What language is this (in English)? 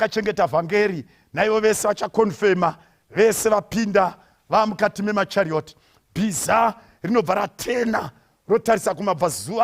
Shona